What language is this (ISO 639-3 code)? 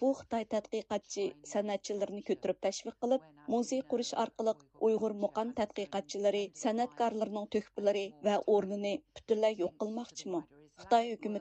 uig